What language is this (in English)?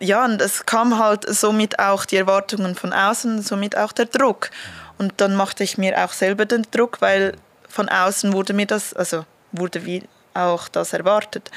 Swiss German